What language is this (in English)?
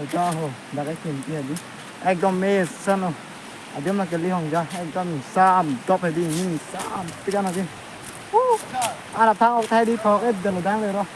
Karbi